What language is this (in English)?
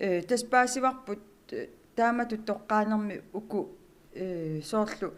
Kalaallisut